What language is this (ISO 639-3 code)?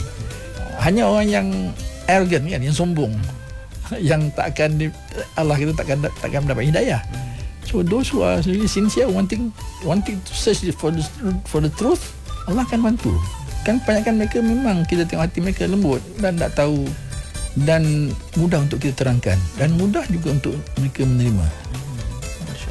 msa